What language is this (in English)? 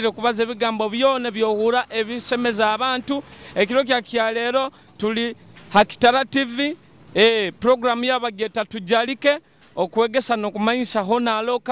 Nyoro